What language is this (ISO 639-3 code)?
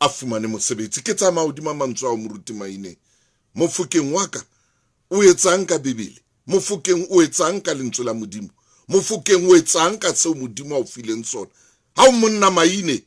sot